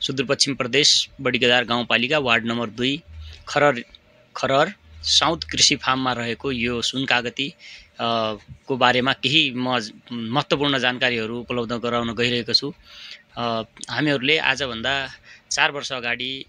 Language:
Nepali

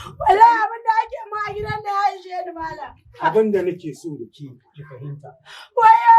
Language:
Hausa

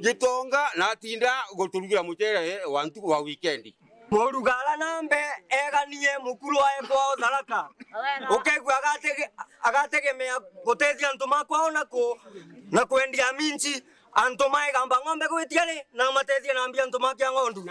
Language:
Meru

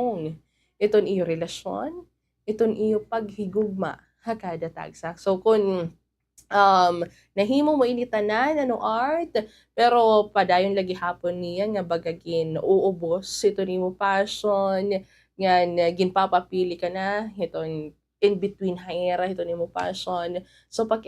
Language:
Waray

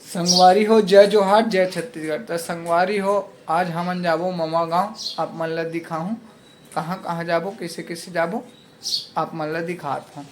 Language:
Chhattisgarhi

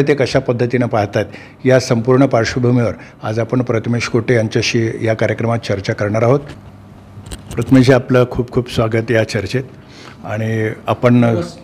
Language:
Marathi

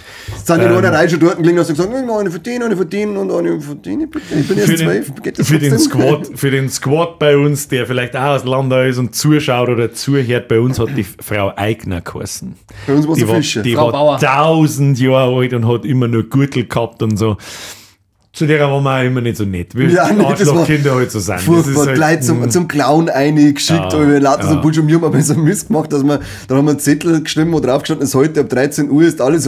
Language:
Bavarian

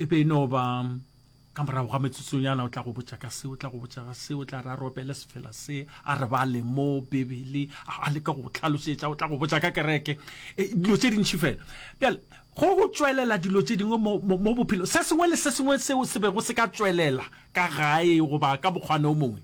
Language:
Northern Sotho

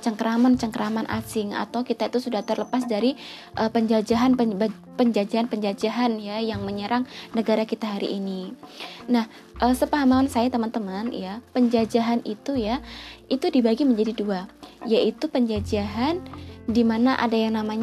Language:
Indonesian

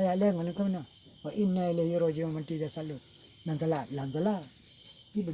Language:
Achinese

